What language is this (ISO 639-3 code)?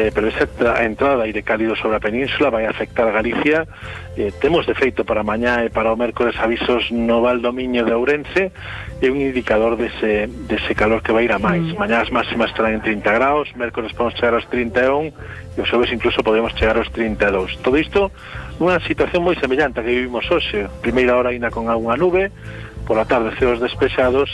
glg